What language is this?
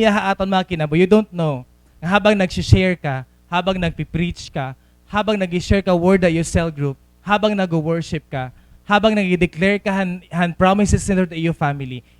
Waray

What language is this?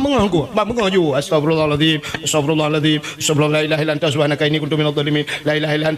Achinese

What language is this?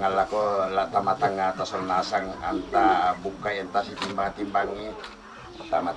Toraja-Sa'dan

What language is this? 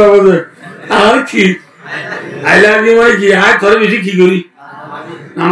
Rohingya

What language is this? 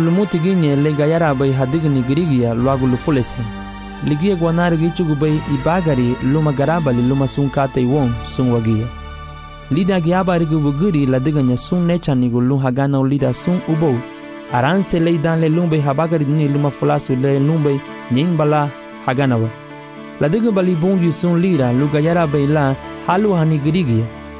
Garifuna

